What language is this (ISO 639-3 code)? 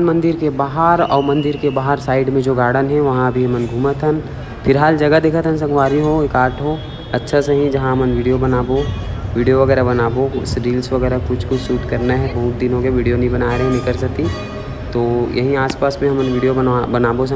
hne